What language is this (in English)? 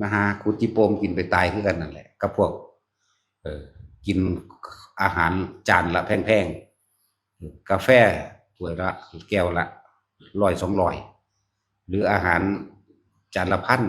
Northeastern Thai